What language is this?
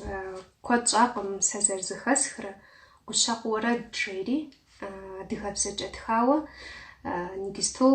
Kabardian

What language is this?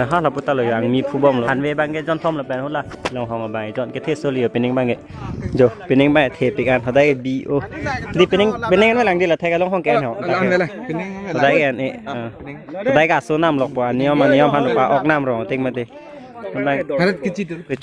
Karbi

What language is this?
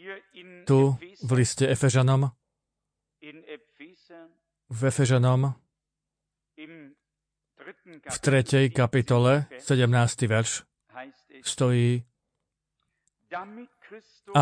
Slovak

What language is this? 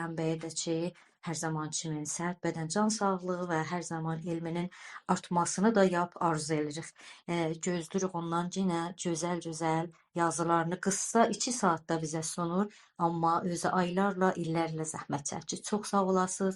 South Azerbaijani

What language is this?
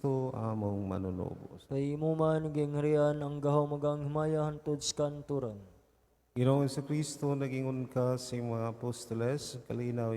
Cebuano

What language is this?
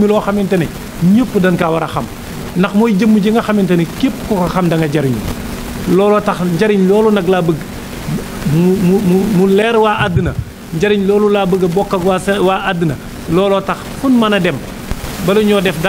Wolof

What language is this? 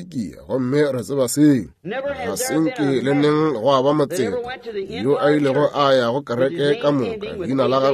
Northern Sotho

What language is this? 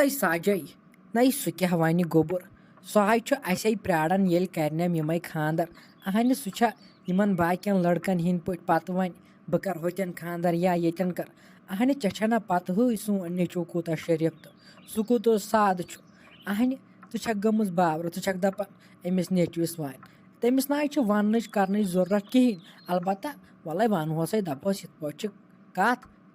Kashmiri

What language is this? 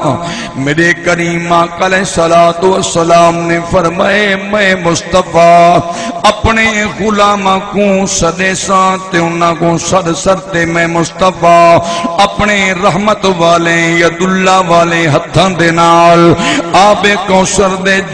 Saraiki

